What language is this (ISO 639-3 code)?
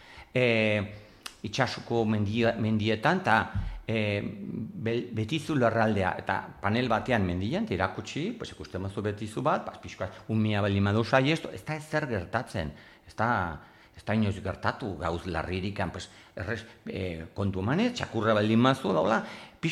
eus